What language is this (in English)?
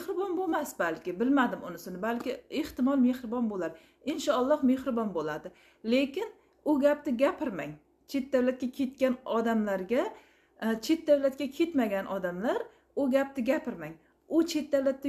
Uzbek